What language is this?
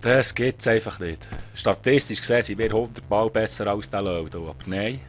Swiss German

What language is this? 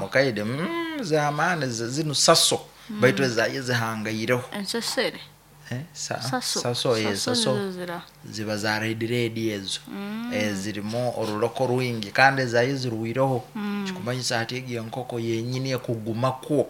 Nyoro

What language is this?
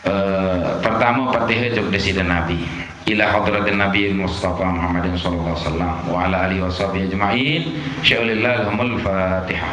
Sasak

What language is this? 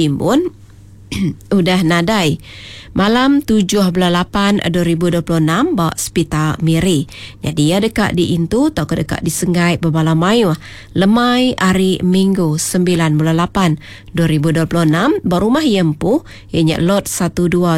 Iban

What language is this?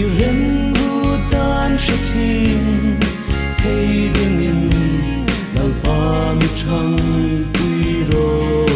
Hmar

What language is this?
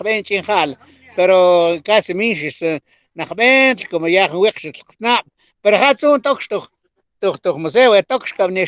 Mam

